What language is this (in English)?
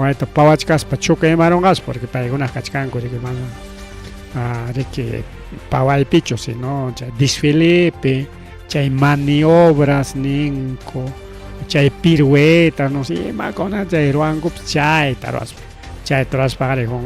Ayacucho Quechua